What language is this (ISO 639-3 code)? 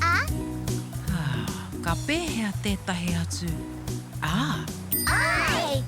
mri